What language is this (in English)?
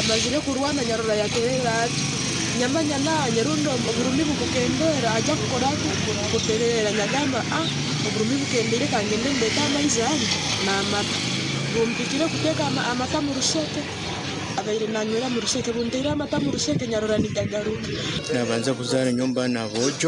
Nyankole